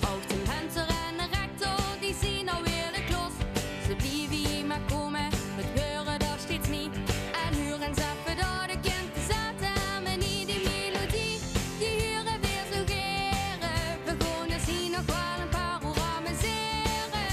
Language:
Limburgish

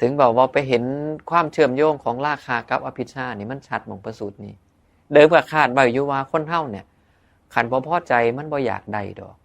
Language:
Northeastern Thai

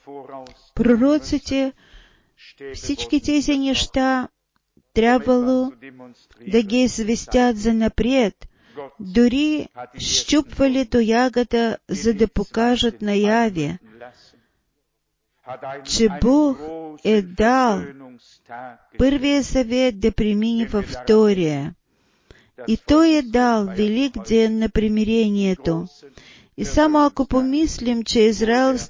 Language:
Bulgarian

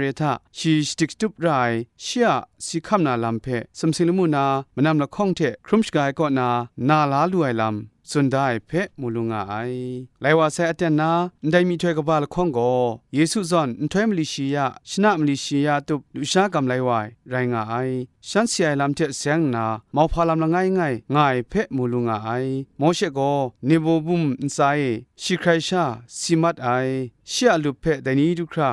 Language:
Kachin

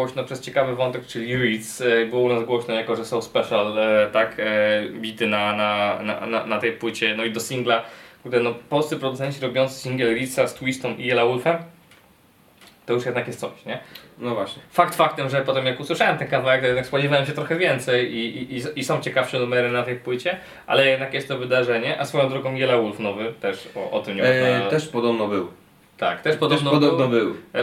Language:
Polish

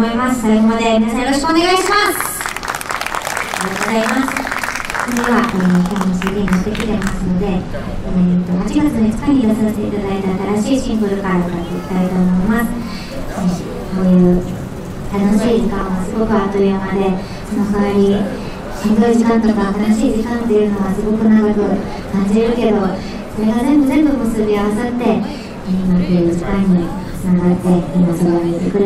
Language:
Japanese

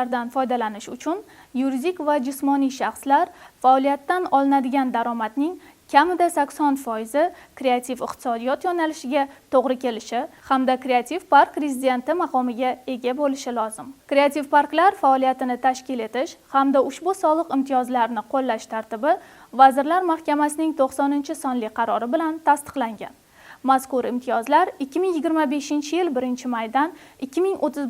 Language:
Uzbek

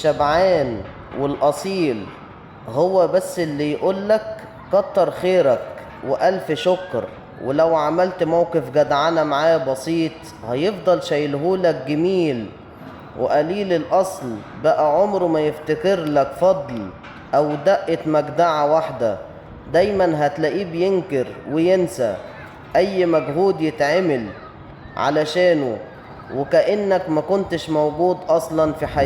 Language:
Egyptian Arabic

